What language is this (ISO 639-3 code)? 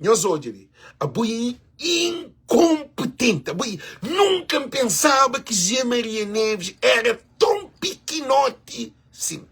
kea